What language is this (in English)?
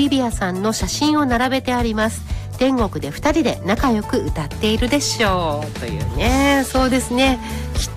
Japanese